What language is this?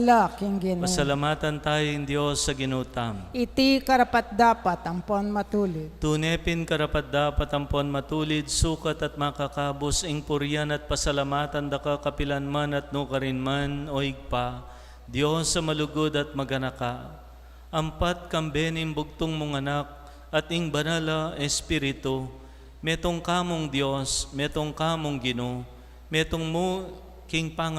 Pampanga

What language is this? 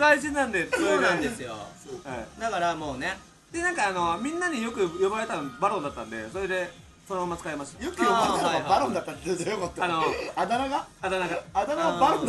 Japanese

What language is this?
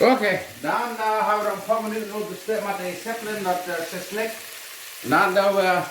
Plautdietsch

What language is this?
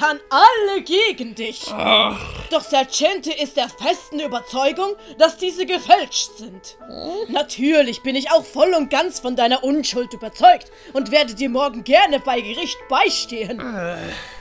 Swiss German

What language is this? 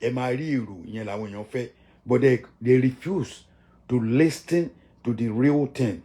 Yoruba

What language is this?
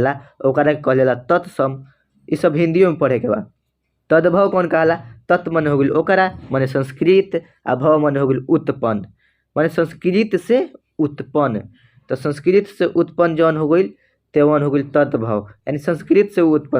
Bhojpuri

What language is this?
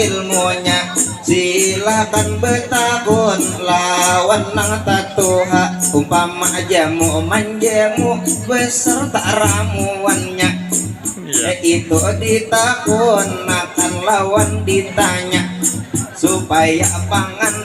Banjar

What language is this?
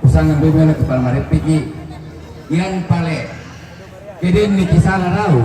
Toraja-Sa'dan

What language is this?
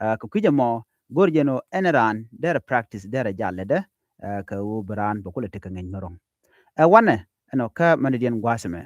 Nuer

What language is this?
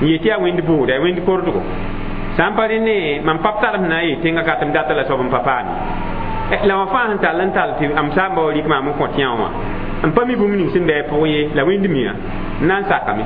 Mossi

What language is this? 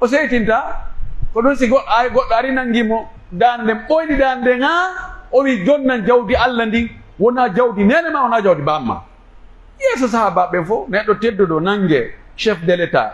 Pular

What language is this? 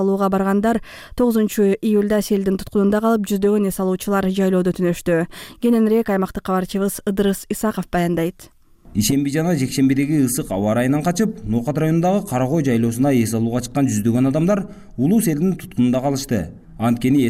Kyrgyz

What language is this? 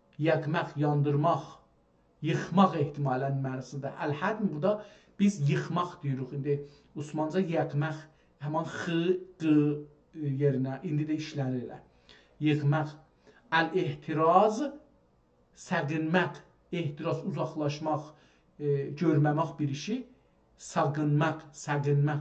South Azerbaijani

